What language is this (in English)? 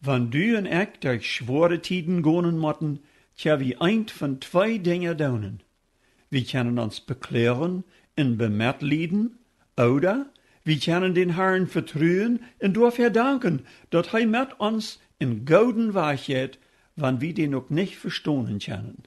Plautdietsch